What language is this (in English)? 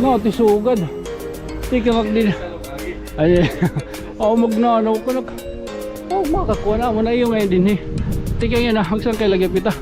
Waray